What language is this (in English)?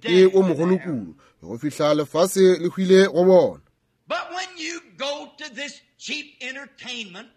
Northern Sotho